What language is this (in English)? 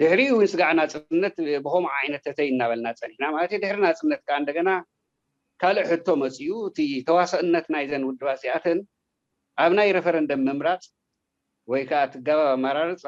Tigrinya